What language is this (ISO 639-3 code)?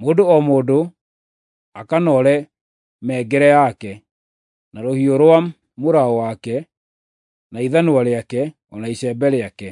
kik